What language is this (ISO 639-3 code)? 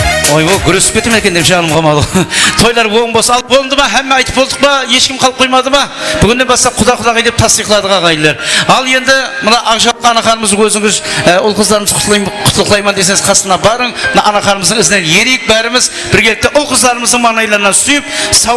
kaa